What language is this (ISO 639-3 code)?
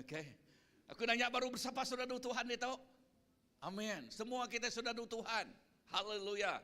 iba